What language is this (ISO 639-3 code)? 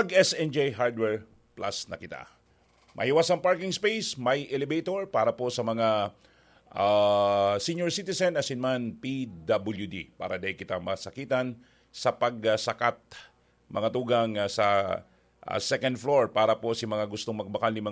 bik